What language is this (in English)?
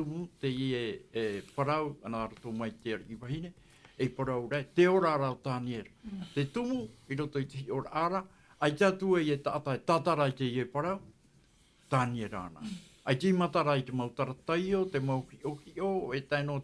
Tahitian